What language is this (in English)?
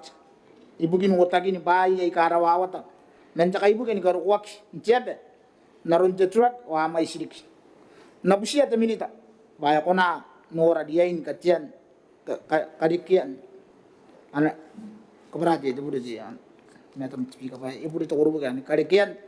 Gilbertese